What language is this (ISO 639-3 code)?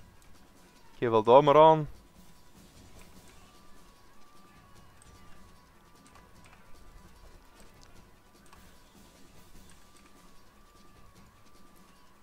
nld